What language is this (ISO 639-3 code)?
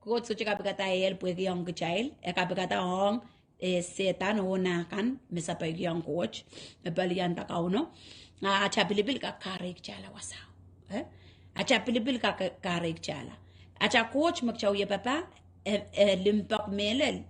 pon